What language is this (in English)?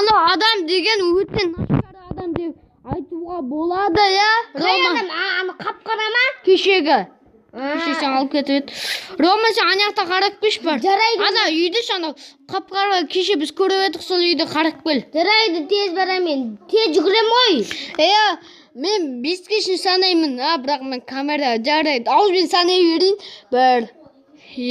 Kazakh